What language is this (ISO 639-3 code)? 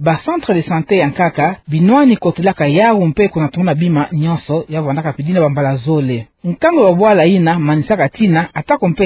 ktu